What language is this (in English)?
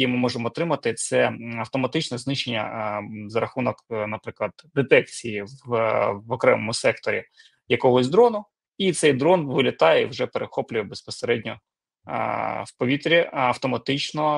Ukrainian